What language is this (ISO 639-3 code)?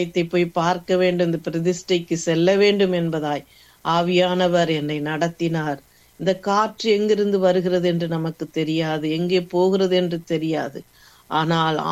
tam